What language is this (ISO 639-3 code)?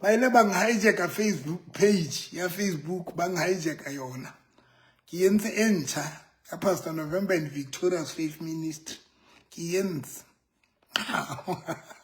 sot